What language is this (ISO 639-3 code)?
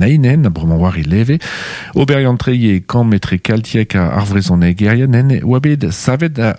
bre